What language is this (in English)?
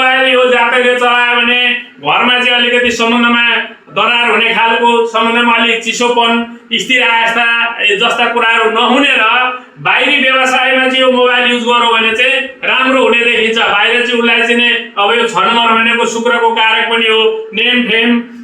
Nepali